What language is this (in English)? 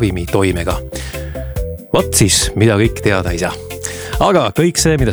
Estonian